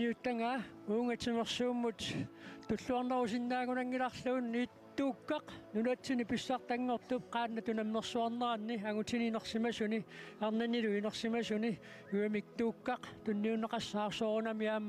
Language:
Kalaallisut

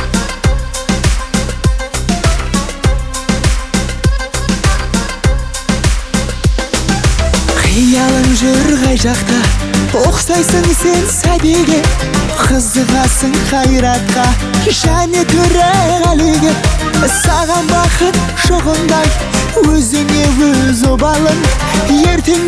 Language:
Kazakh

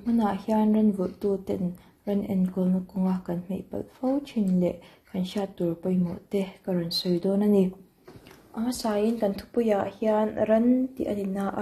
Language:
Mizo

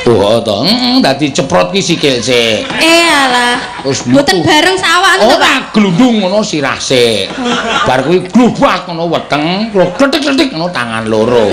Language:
Javanese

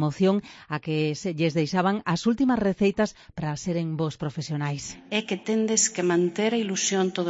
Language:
Galician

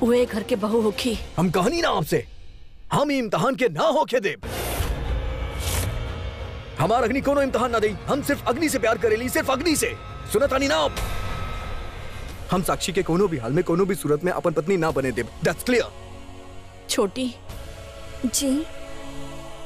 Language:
Bhojpuri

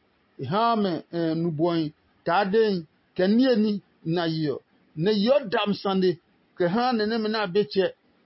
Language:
Adangme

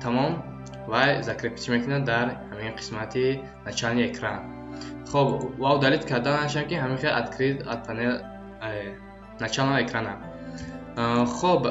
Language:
Tajik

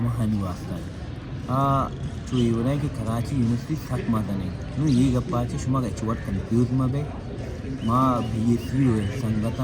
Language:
Baluchi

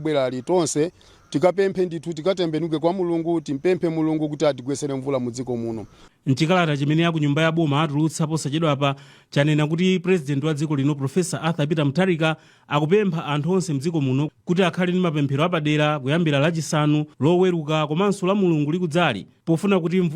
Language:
Nyanja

